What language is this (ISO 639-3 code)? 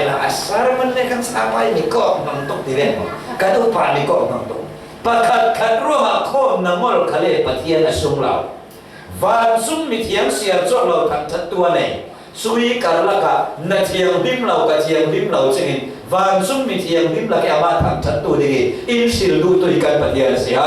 cfm